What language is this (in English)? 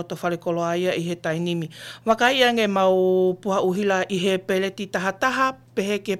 Tongan